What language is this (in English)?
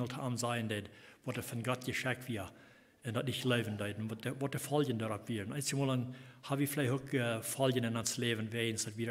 Plautdietsch